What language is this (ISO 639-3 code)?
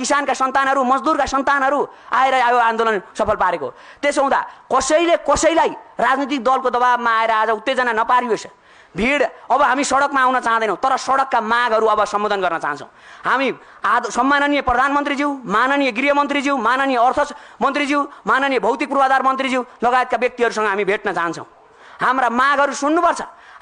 nep